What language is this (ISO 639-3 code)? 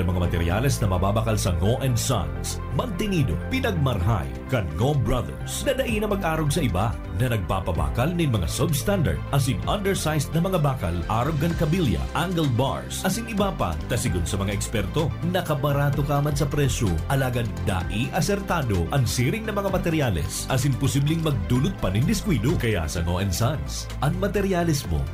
bik